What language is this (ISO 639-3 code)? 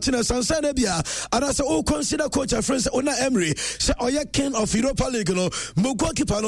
aka